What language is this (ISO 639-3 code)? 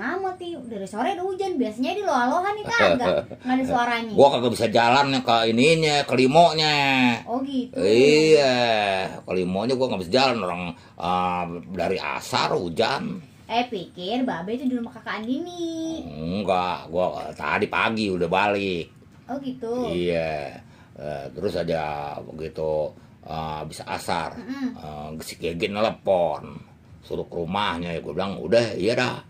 bew